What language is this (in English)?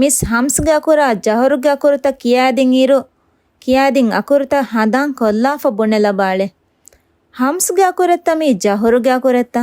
Divehi